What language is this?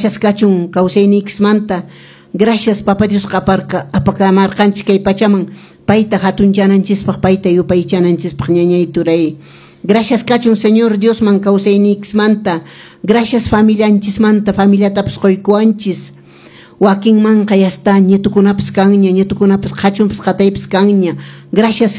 Quechua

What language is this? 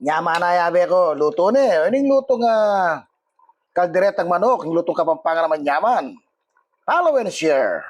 Pampanga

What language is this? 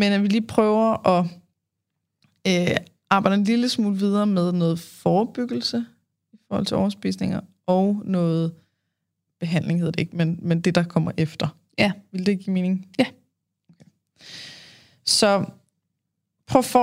Danish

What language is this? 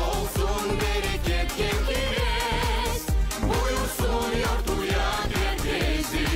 Gagauz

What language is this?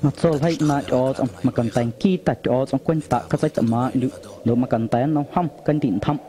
Guerrero Amuzgo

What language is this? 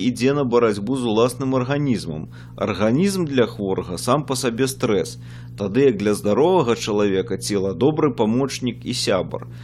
Belarusian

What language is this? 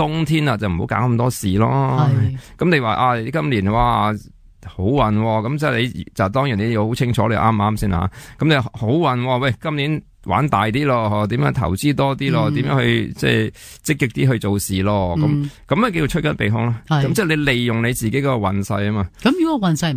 Cantonese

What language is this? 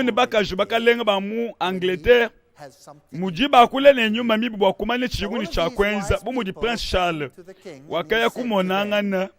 Luba-Lulua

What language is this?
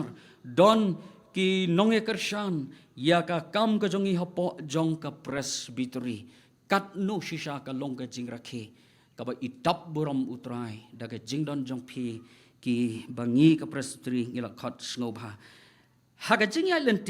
Khasi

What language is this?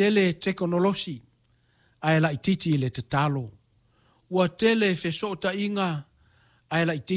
Samoan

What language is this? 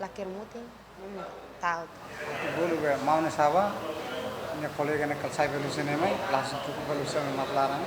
Tetum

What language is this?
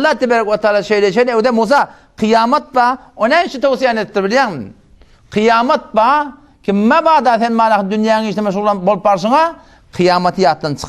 Turkmen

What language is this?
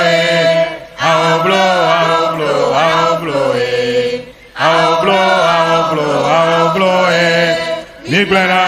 Ewe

